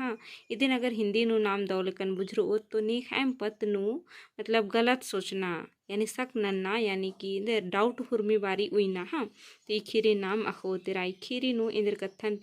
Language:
Kurukh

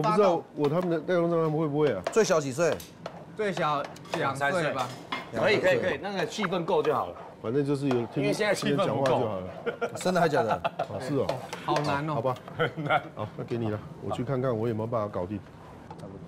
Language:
Chinese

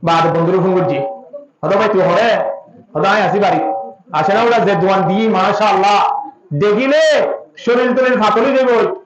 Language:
Rohingya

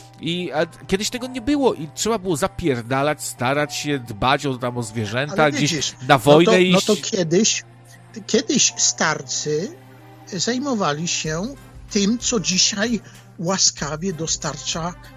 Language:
Polish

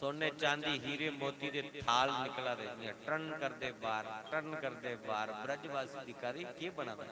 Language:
Dogri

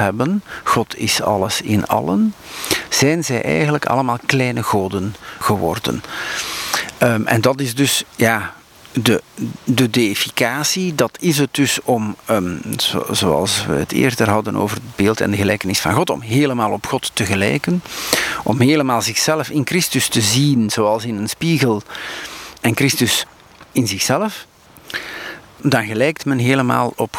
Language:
Dutch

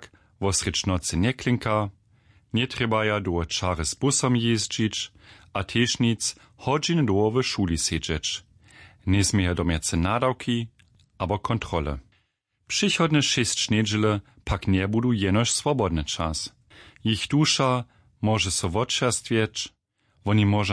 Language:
Upper Sorbian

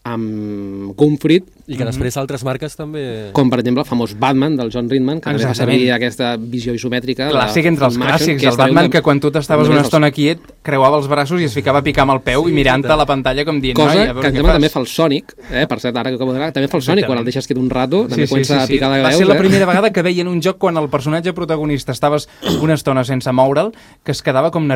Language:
Catalan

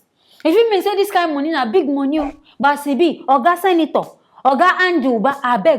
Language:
Nigerian Pidgin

